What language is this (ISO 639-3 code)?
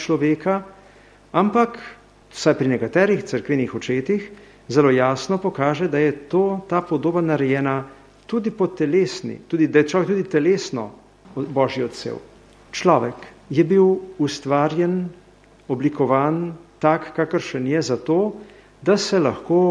slv